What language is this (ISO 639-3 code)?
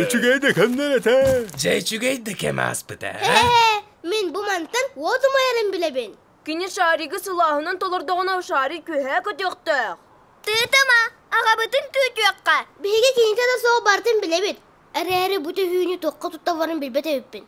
sah